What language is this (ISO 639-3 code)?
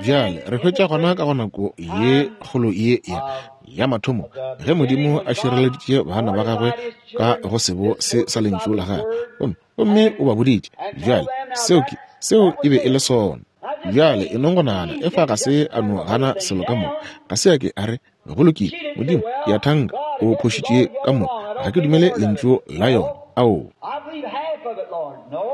nso